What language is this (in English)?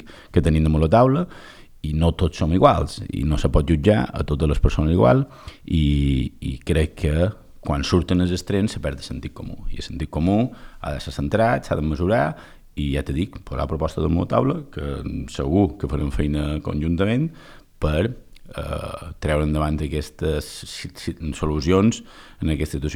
Catalan